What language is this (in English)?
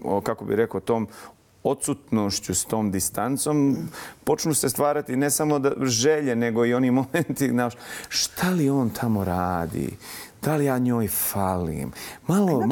Bosnian